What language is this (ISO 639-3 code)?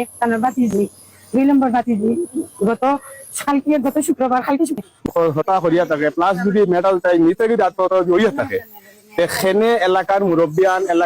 syl